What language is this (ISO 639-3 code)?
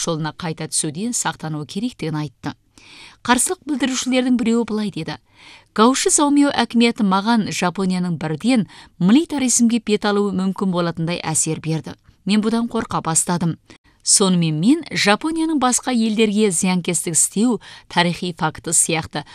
kaz